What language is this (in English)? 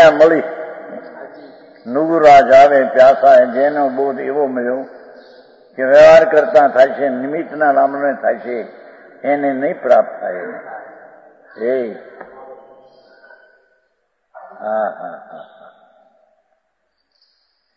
Gujarati